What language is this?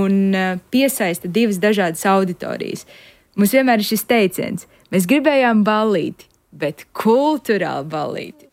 Latvian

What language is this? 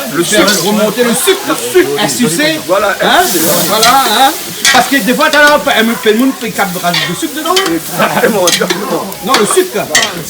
Réunion Creole French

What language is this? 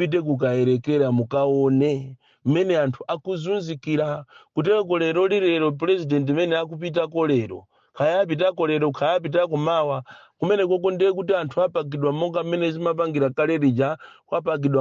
Nyanja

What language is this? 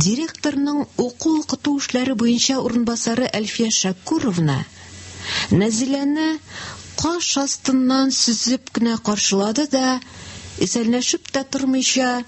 Tatar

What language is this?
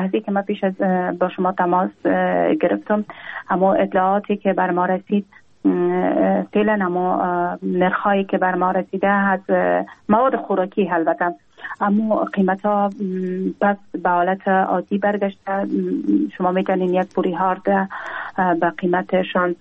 Persian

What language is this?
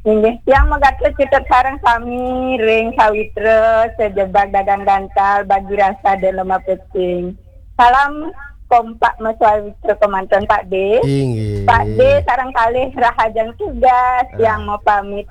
Balinese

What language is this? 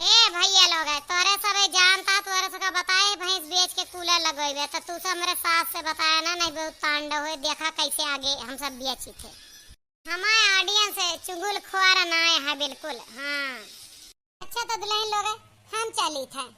Awadhi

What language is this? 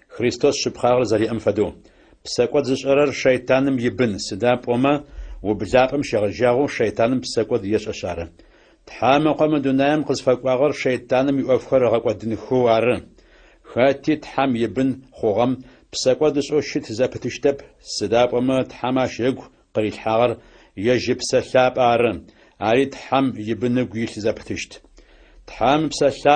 Adyghe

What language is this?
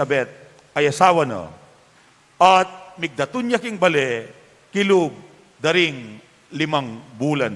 Pampanga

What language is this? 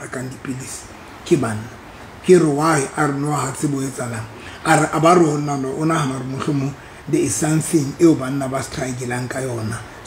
Southern Sotho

